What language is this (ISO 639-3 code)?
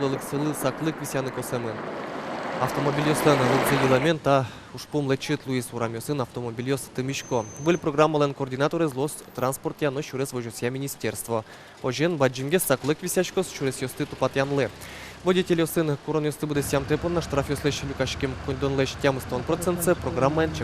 udm